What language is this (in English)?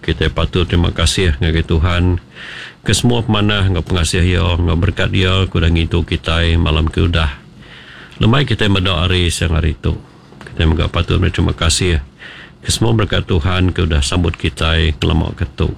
Iban